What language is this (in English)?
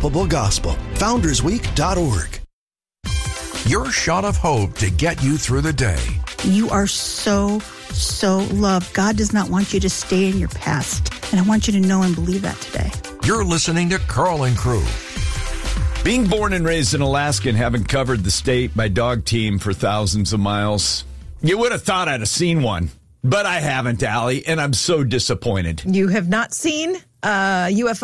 English